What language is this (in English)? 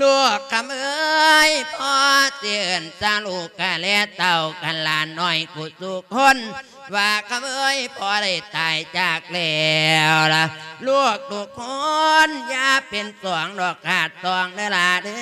Lao